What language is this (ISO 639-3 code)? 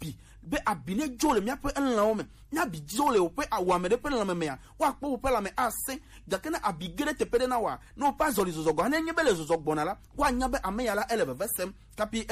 gej